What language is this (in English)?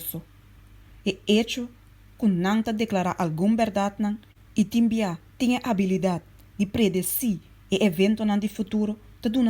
Papiamento